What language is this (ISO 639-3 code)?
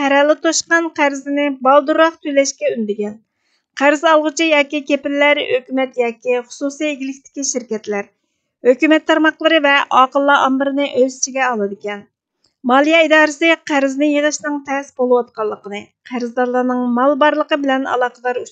uig